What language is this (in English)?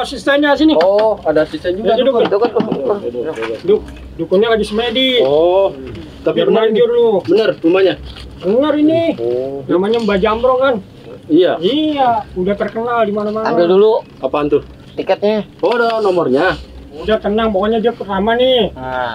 Betawi